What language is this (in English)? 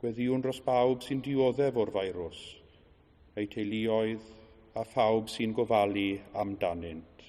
Welsh